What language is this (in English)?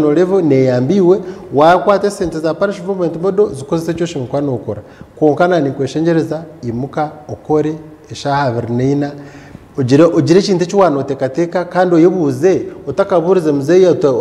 Nyankole